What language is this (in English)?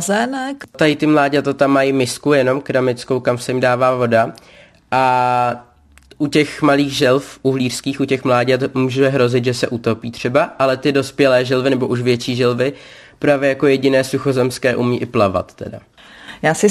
Czech